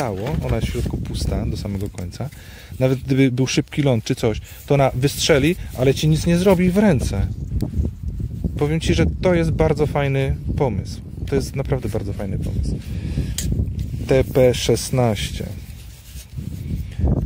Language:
Polish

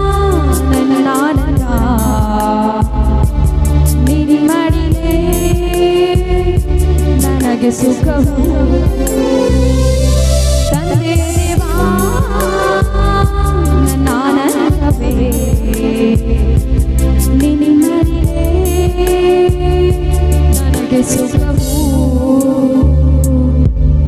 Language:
Kannada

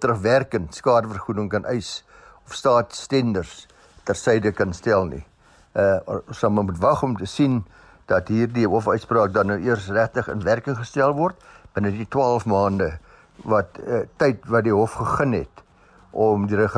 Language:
Afrikaans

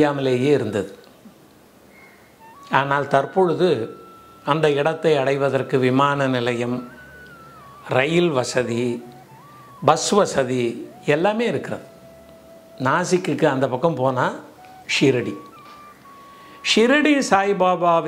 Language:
Tamil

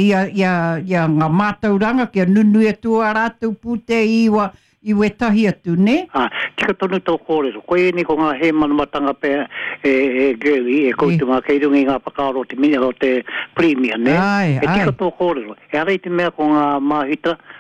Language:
Māori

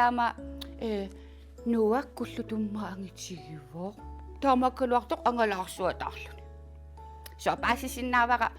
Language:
Kalaallisut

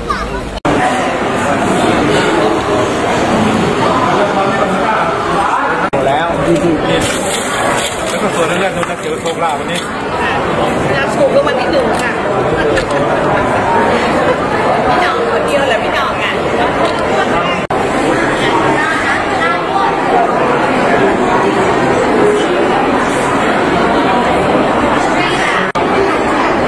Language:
Thai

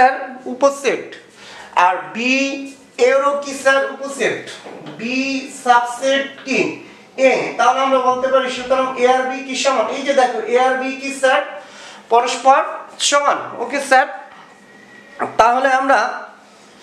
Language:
Bangla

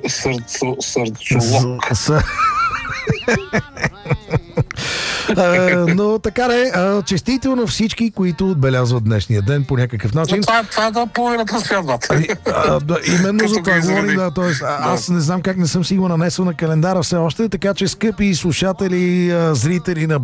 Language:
Bulgarian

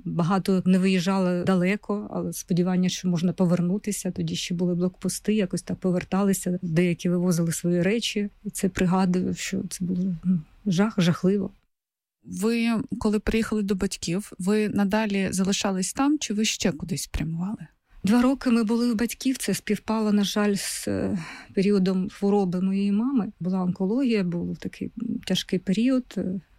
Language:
Ukrainian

